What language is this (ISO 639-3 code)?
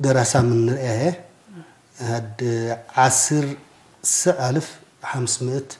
tig